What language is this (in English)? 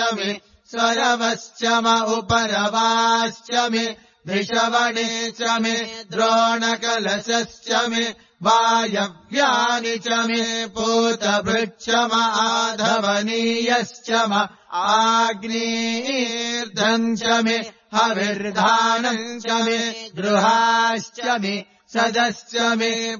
Sanskrit